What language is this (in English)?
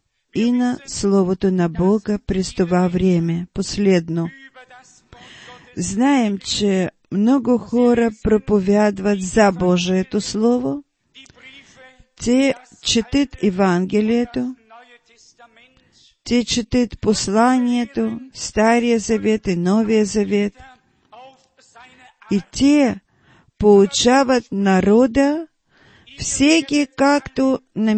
Bulgarian